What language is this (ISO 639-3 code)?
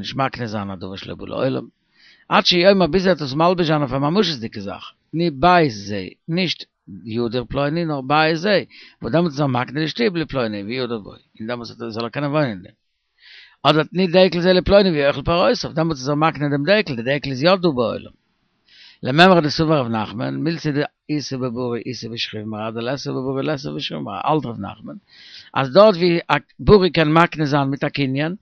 yid